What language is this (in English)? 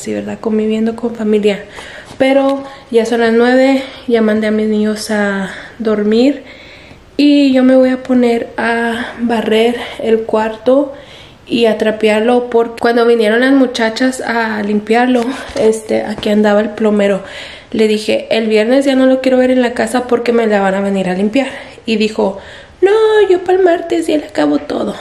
Spanish